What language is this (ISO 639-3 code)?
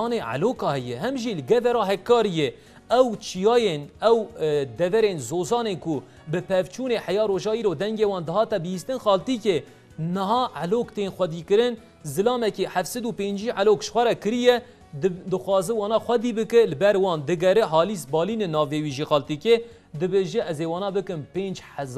kur